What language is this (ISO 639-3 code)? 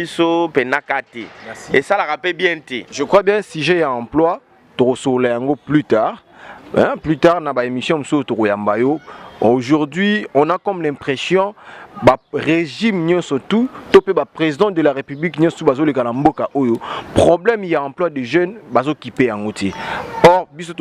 lin